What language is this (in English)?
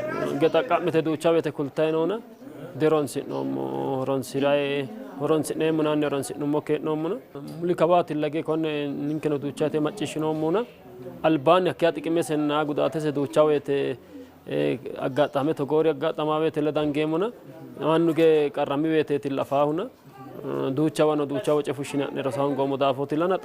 Sidamo